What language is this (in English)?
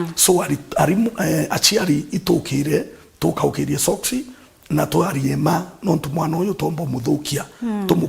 Meru